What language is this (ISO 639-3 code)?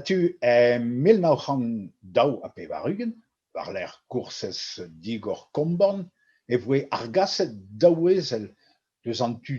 bre